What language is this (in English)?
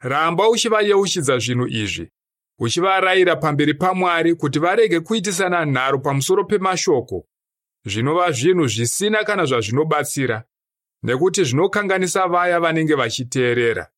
Shona